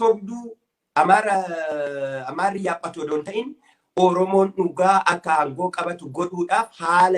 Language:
Oromo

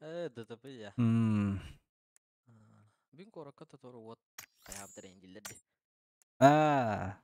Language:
Yakut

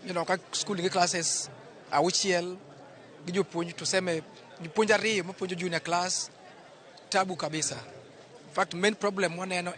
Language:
Luo (Kenya and Tanzania)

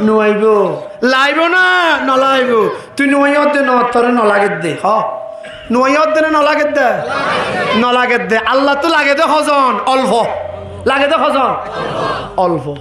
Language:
Rohingya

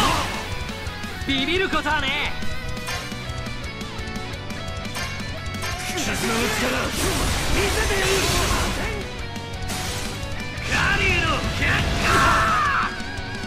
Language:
Japanese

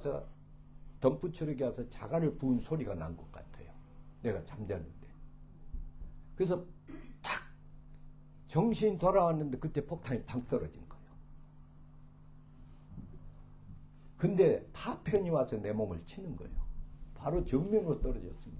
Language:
Korean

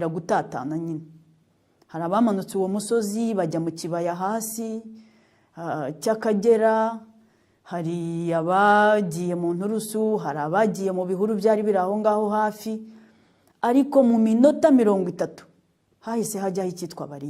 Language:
Kinyarwanda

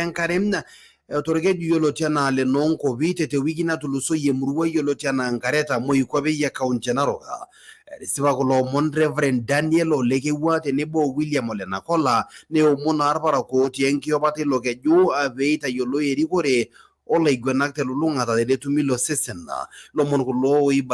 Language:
Masai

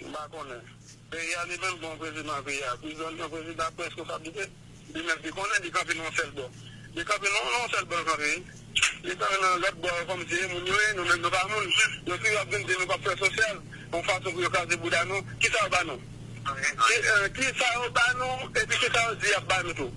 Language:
Haitian Creole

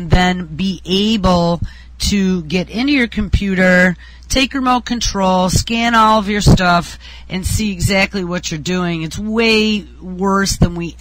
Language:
English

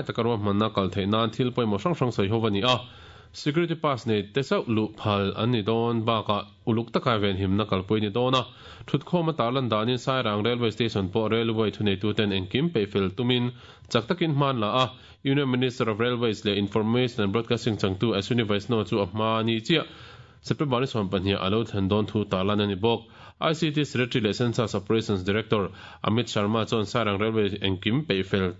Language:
Mizo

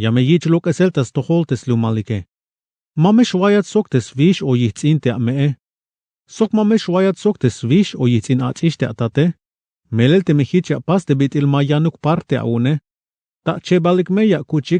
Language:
Tzeltal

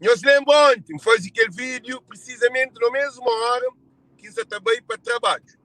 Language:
Kabuverdianu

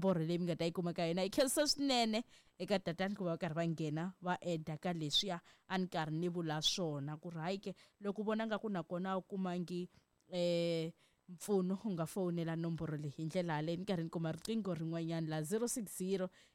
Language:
Tsonga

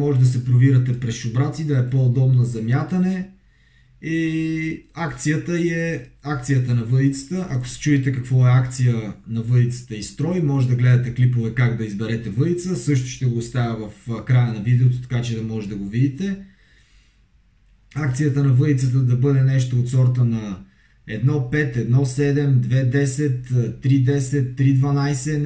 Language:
Bulgarian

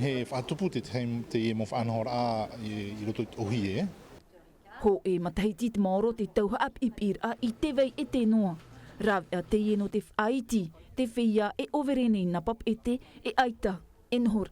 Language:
Tahitian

